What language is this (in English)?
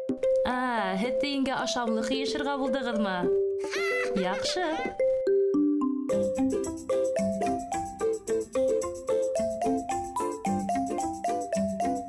Bashkir